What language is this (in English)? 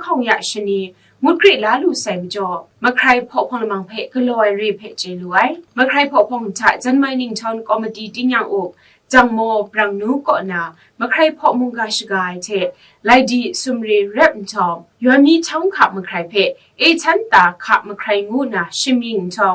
Kachin